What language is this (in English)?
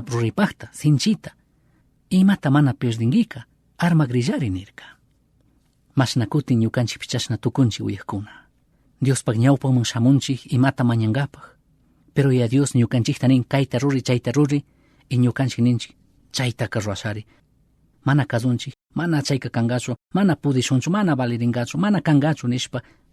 Chimborazo Highland Quichua